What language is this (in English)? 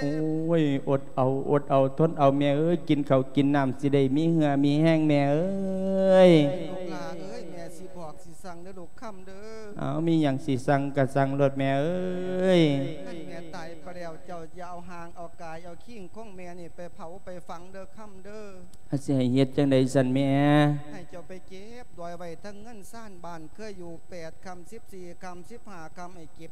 Lao